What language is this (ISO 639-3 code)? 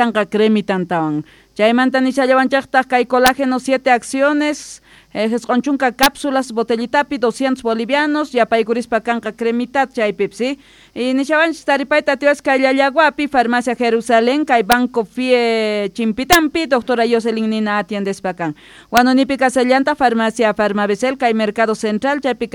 que